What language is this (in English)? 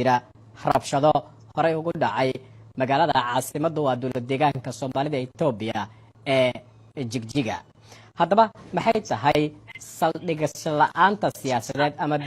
Somali